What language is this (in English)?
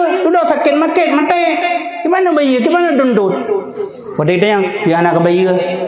Achinese